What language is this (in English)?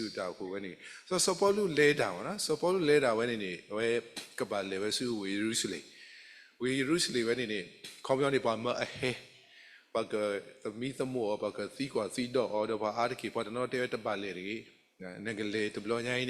S'gaw Karen